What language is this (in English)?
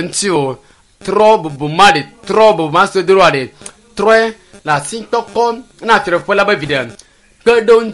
Ewe